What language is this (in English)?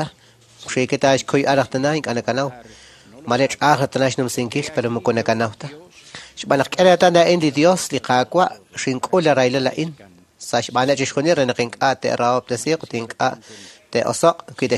Kekchí